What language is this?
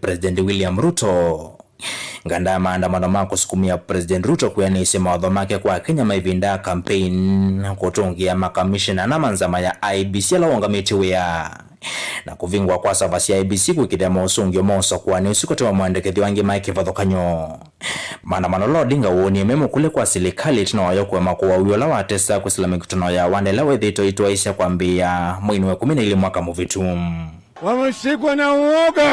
Kamba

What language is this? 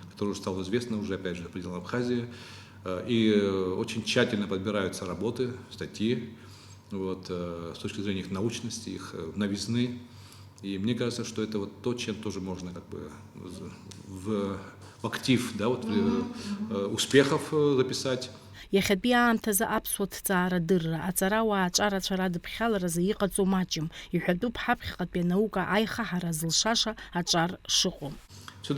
Abkhazian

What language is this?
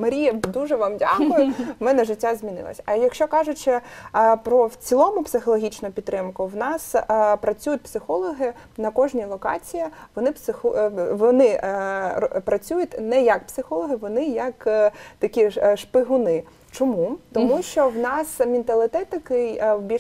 Ukrainian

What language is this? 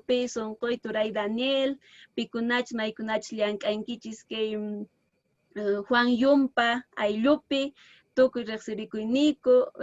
Quechua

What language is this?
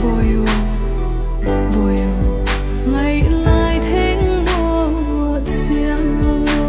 Tedim Chin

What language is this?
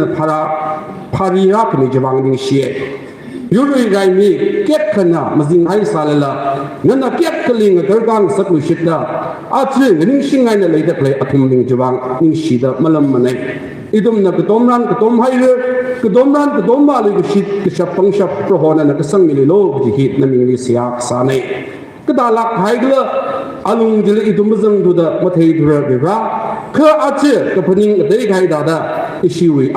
Tangkhul Naga (India)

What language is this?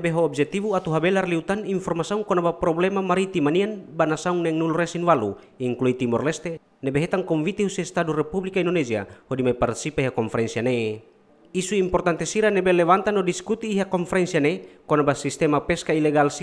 Tetum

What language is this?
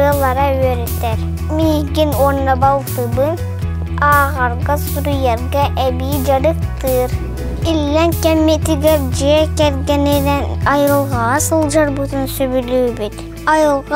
Yakut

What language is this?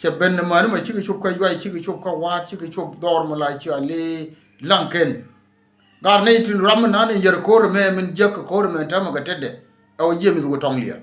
Nuer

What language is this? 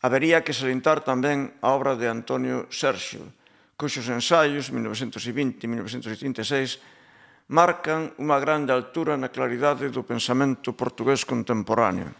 Galician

